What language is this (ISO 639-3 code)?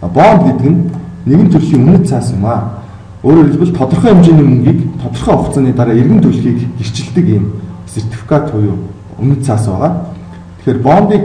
mon